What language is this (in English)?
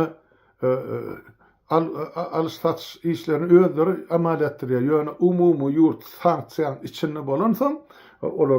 Turkmen